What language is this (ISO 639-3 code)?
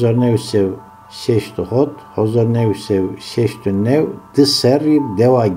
zza